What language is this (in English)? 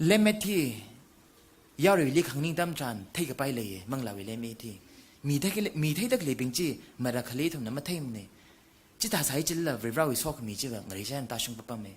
Tangkhul Naga (India)